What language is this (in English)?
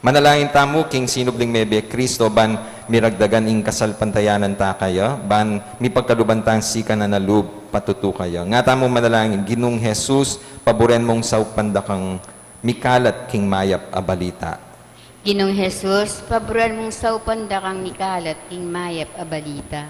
Pampanga